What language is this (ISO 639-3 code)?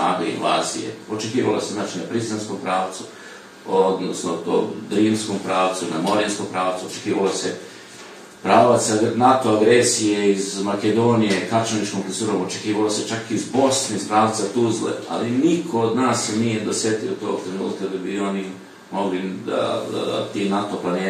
srp